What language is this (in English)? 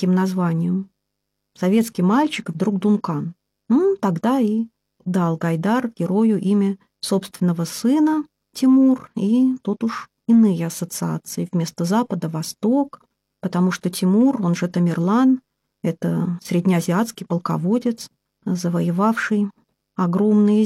Russian